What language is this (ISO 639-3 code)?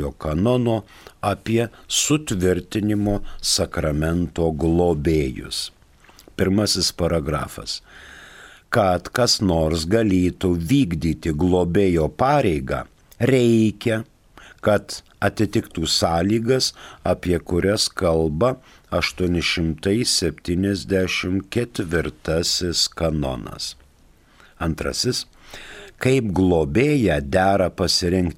lit